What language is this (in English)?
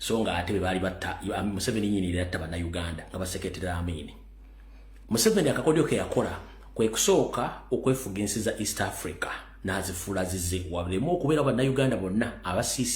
Ganda